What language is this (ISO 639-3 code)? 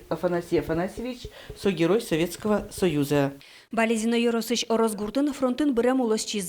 udm